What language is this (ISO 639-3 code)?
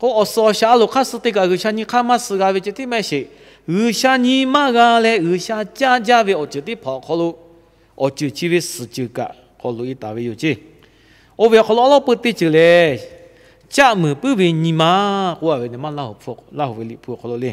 lhu